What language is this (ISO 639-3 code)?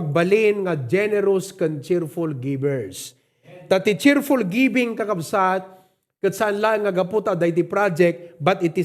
ilo